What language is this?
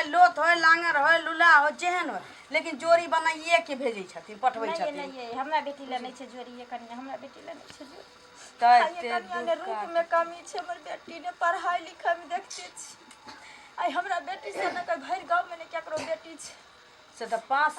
Maithili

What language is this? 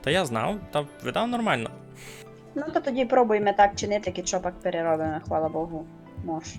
Rusyn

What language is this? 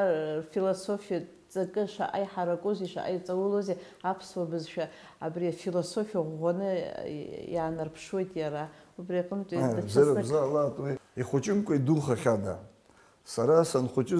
Abkhazian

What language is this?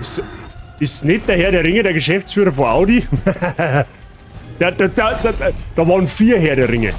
Bavarian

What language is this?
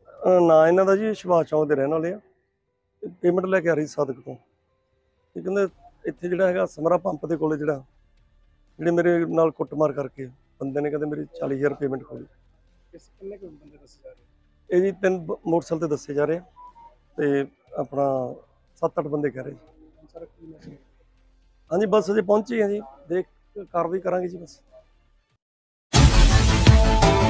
Punjabi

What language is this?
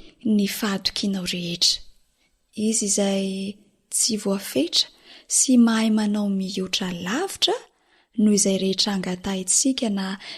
Malagasy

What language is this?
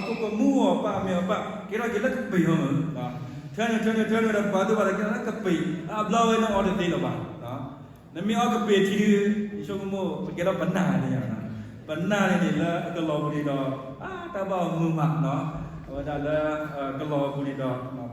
S'gaw Karen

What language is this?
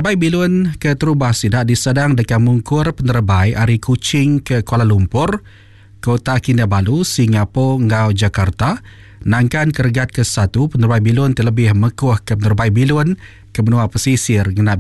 Iban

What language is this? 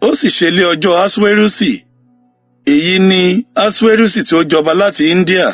Yoruba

